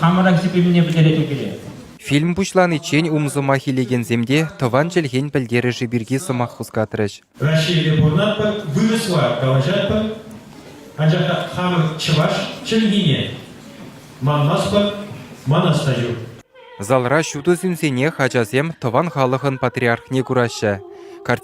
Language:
Chuvash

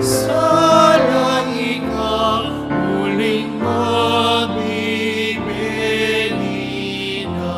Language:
Pampanga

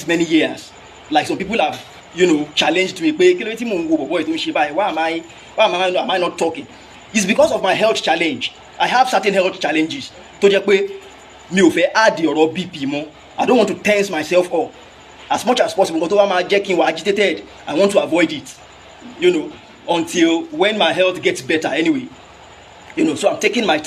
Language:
Yoruba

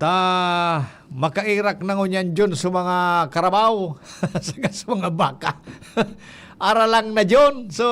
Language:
Bikol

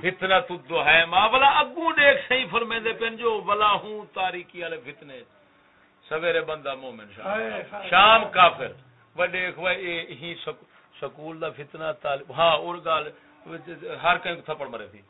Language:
Saraiki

